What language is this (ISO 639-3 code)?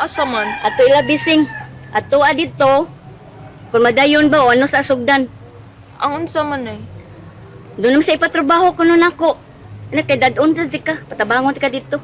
ceb